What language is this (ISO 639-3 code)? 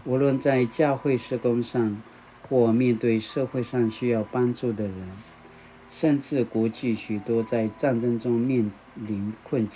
pwn